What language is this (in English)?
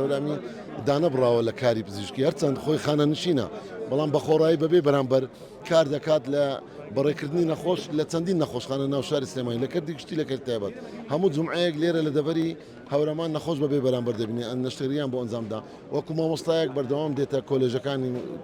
Central Kurdish